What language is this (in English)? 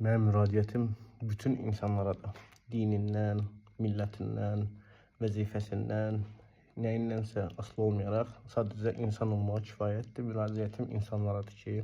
Azerbaijani